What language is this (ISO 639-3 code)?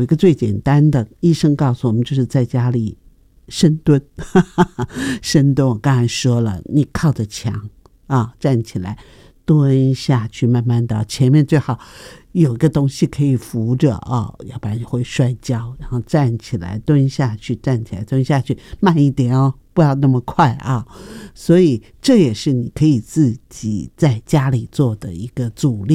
zho